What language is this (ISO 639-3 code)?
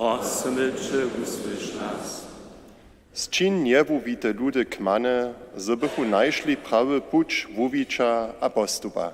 hsb